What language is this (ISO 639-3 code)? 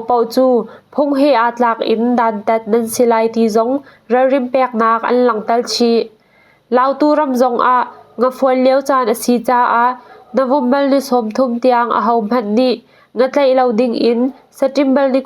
cnh